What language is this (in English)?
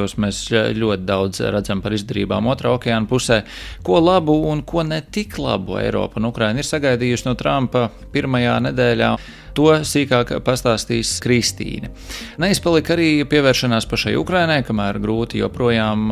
Latvian